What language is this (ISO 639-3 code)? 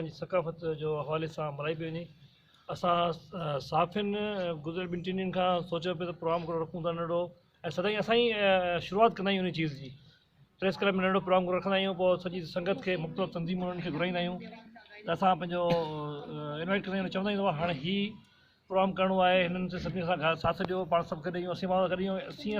snd